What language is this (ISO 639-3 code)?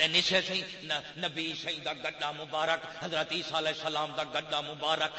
skr